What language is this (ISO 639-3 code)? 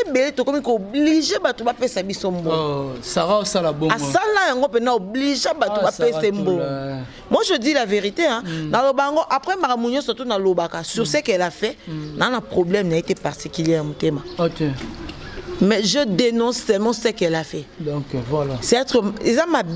lin